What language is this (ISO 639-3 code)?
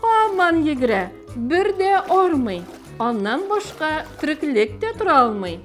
tat